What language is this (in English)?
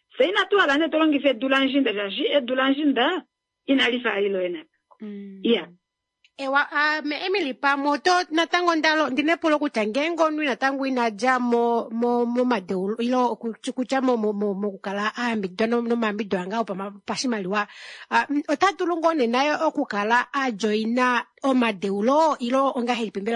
Kuanyama